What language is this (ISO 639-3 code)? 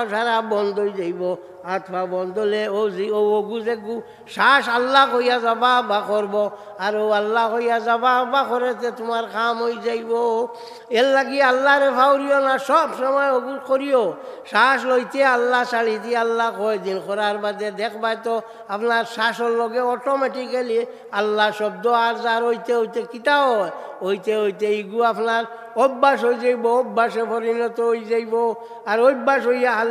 syl